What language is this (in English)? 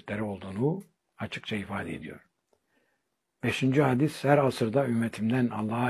Turkish